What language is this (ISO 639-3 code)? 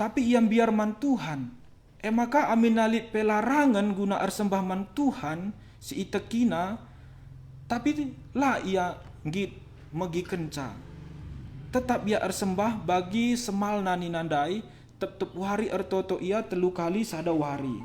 btx